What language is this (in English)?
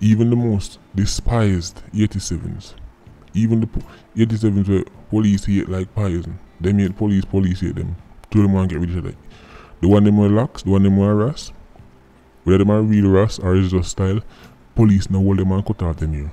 Jamaican Creole English